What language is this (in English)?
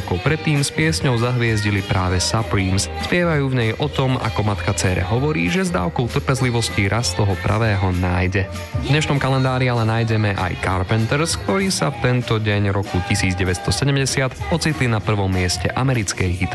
Slovak